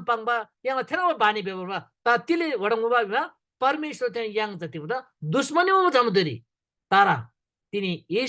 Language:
Eastern Tamang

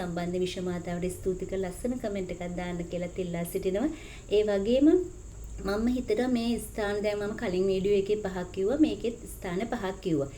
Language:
Sinhala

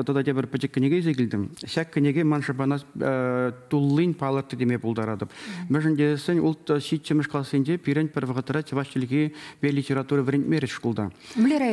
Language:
Chuvash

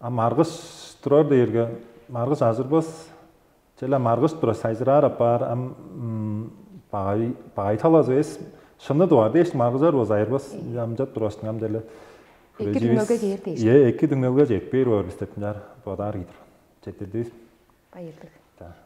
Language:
Tuvinian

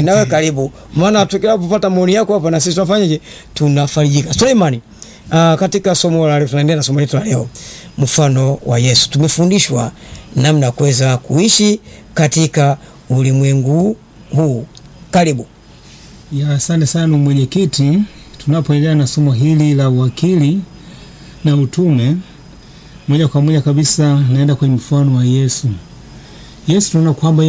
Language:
Swahili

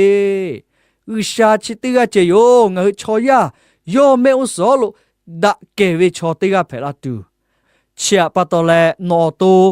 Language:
Lahu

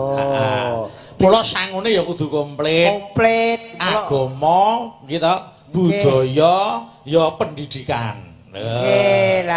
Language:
Javanese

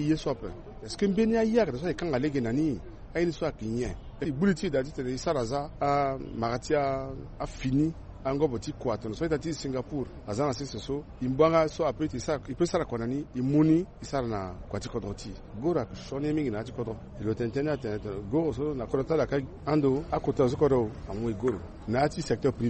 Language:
Sango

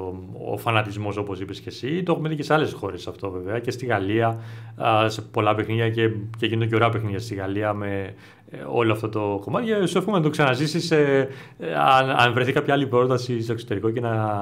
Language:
Greek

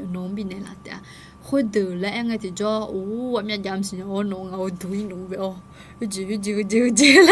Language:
Akha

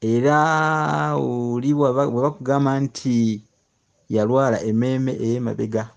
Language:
Ganda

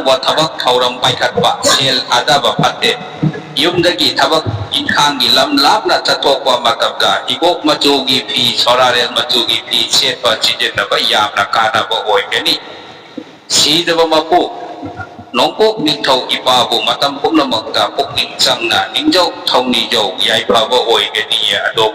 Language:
Manipuri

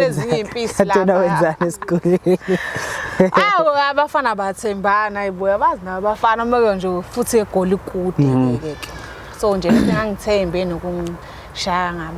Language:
Zulu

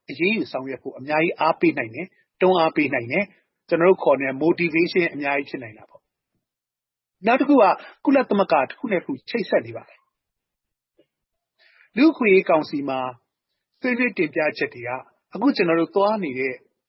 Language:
Burmese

